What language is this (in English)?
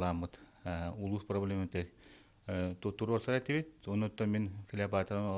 Yakut